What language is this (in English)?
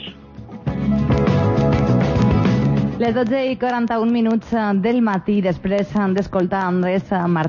Catalan